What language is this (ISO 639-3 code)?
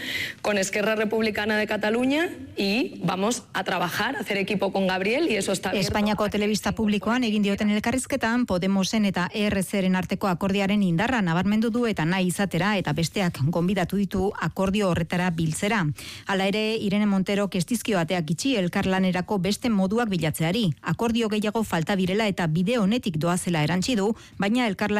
eus